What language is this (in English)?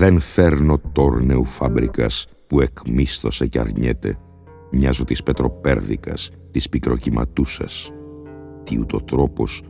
Greek